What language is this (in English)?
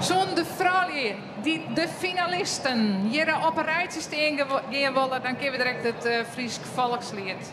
Western Frisian